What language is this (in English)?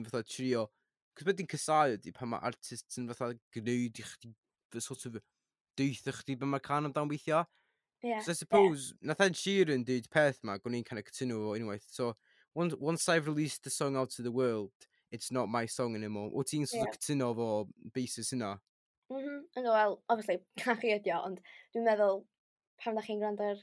Welsh